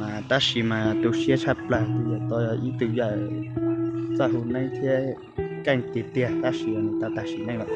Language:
Hmong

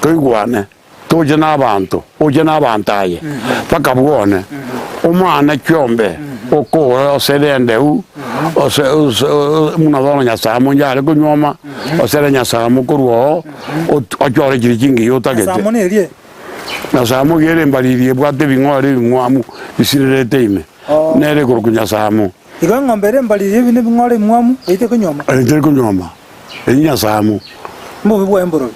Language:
Gusii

